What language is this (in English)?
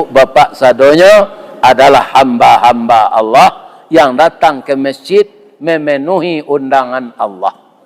Minangkabau